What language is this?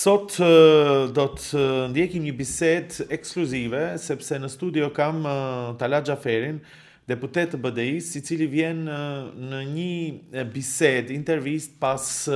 Albanian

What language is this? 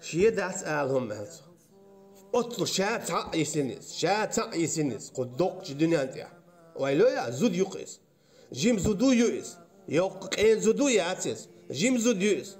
Chechen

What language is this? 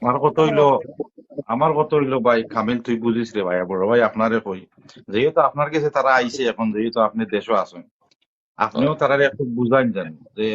Sylheti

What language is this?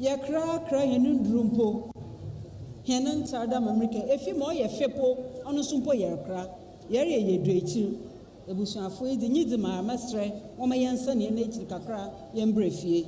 Akan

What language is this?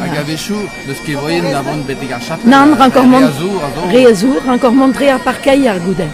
Breton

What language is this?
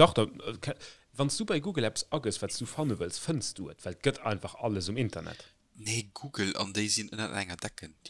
Luxembourgish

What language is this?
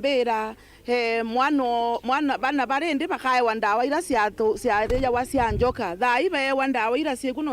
Meru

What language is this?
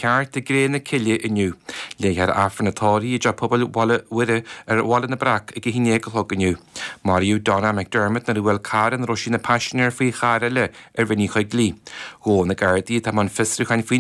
Irish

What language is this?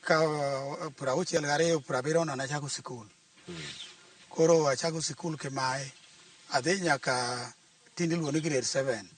Luo (Kenya and Tanzania)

